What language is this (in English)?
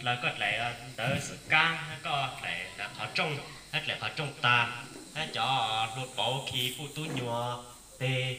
Hmong